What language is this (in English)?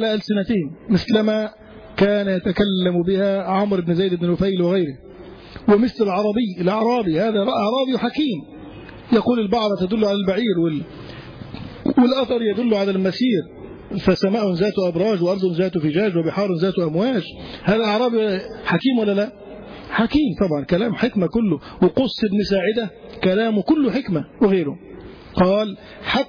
Arabic